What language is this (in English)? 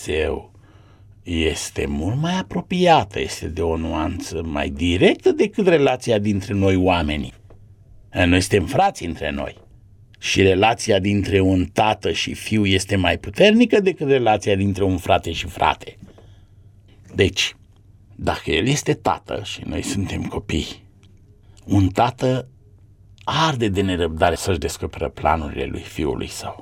Romanian